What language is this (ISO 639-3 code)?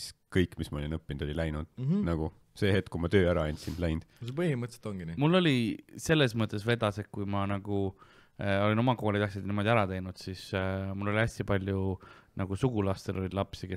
est